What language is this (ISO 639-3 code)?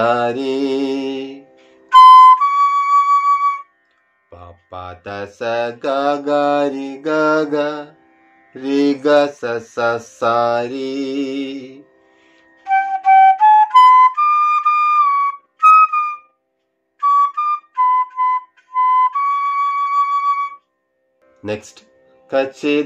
mal